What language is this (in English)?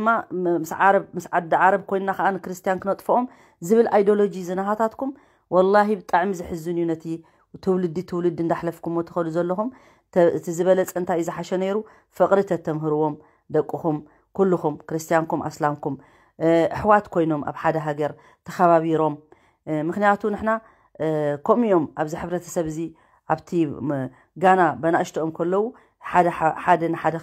Tigrinya